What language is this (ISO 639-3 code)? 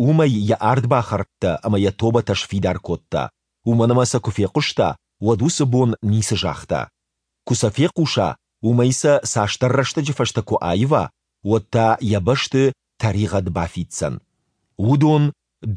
oss